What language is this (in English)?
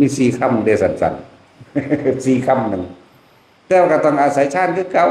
Northeastern Thai